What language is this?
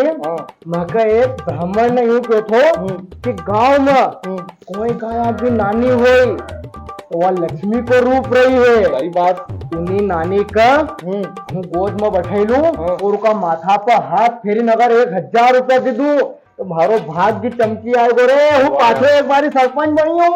Rajasthani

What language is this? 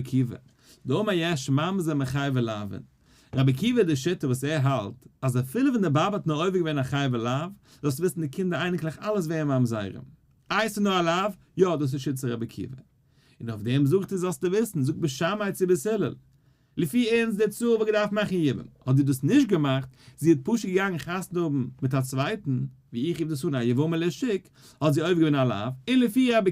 Yiddish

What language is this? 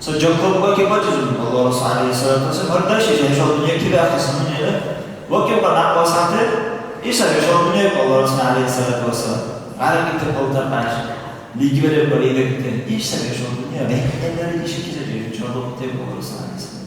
Dargwa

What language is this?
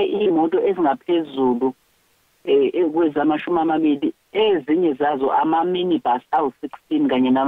Zulu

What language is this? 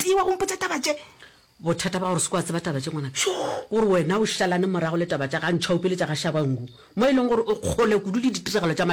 Northern Sotho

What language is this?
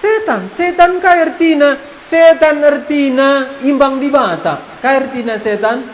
Batak Karo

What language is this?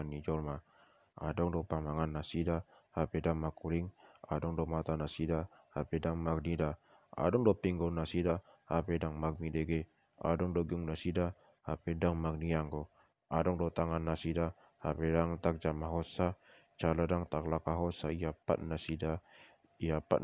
Batak Toba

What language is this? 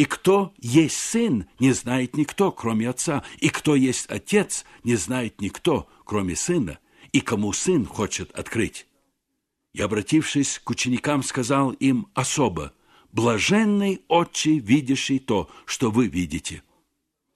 Russian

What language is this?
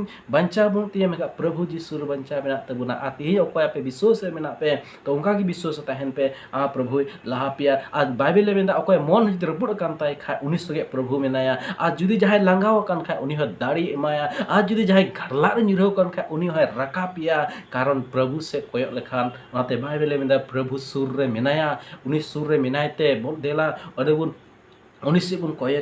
Santali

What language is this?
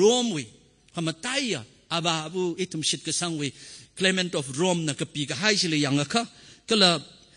Tangkhul Naga (India)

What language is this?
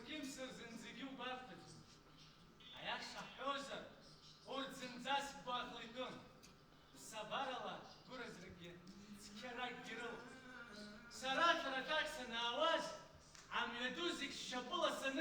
Abkhazian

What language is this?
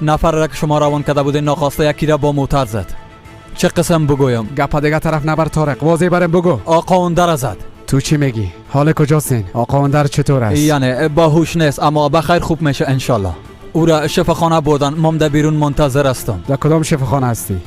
Persian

